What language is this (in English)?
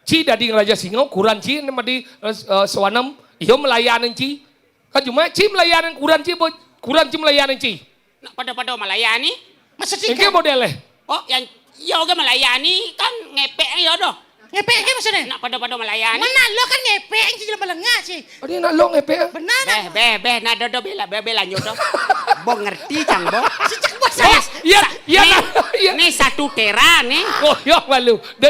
Balinese